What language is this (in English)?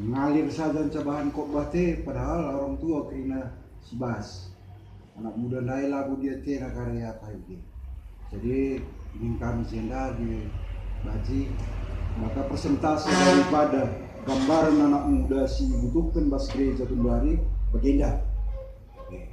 Batak Karo